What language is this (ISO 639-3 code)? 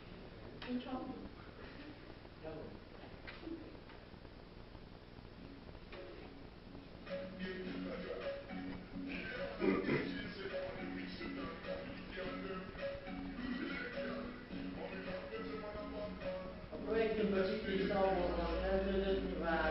hun